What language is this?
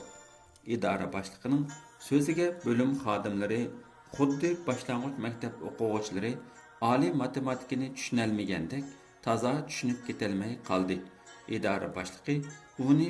Uyghur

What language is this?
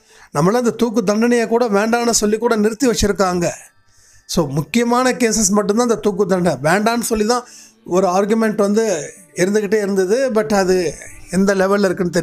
Tamil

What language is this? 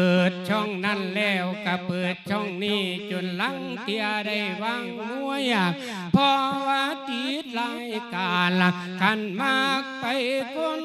Lao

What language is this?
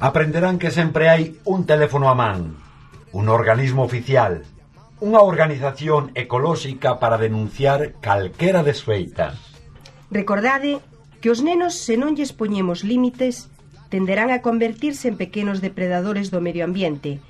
Galician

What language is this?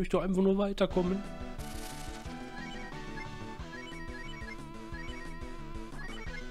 German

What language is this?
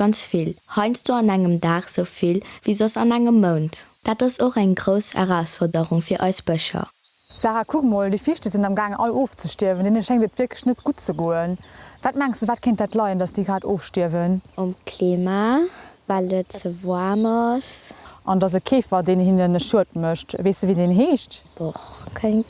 Luxembourgish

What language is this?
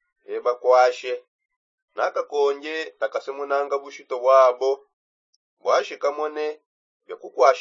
Songe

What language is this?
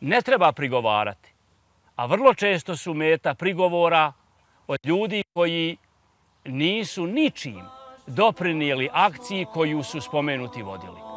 Bosnian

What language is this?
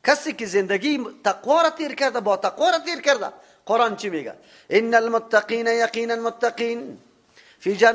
Persian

